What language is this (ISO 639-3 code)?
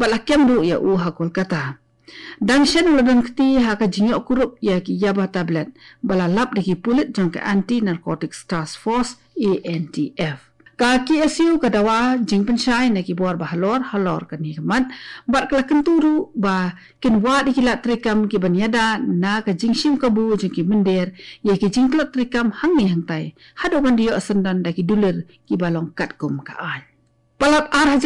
kha